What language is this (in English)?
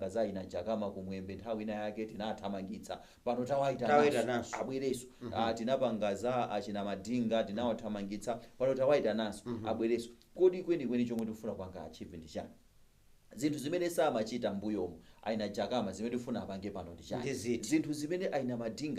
Nyanja